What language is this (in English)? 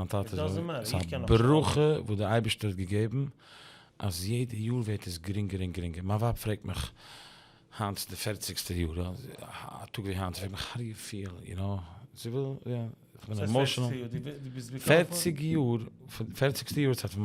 Yiddish